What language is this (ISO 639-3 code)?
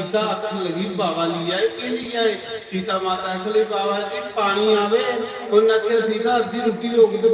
doi